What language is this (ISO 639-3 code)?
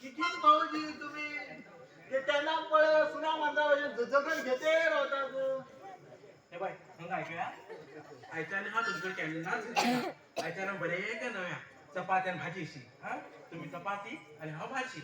kok